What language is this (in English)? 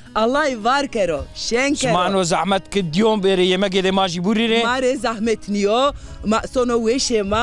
Zaza